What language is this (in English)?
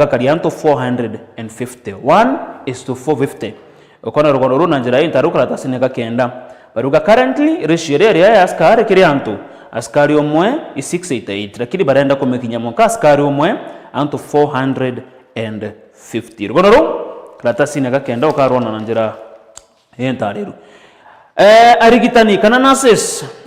Meru